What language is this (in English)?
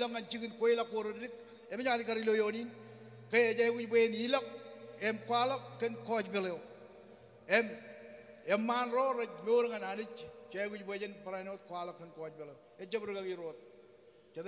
Marshallese